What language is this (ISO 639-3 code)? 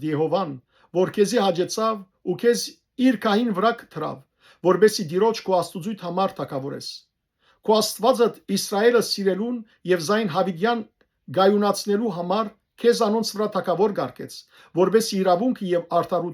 hyw